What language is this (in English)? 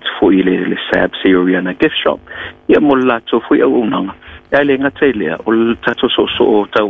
Samoan